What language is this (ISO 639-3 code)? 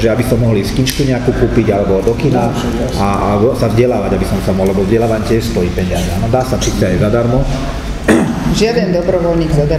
slk